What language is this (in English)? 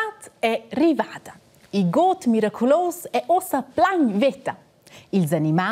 Romansh